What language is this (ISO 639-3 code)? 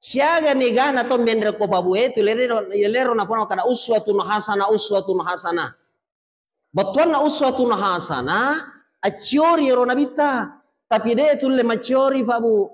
bug